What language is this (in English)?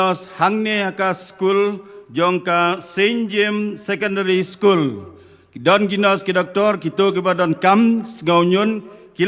Khasi